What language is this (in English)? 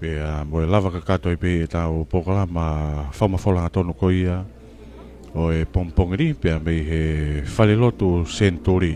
Tongan